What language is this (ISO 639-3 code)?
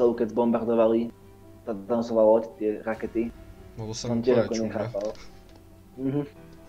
ces